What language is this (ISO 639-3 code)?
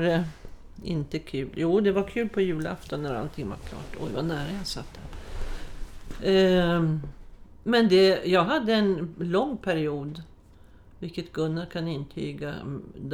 swe